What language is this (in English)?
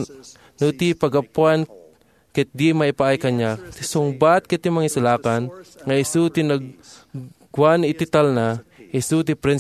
Iloko